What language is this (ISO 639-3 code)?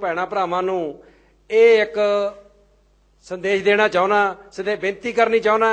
pan